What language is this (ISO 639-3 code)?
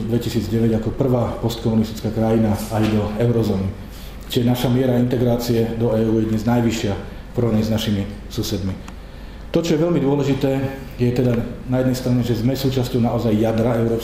slk